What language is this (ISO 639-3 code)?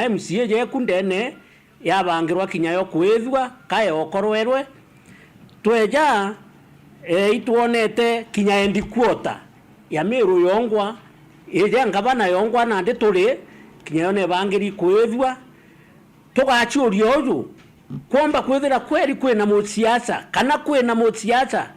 mer